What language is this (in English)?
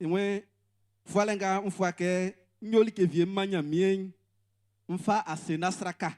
Baoulé